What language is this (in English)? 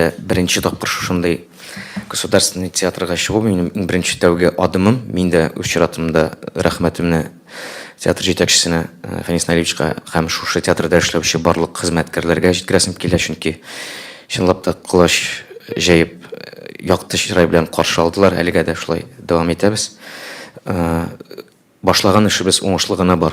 Tatar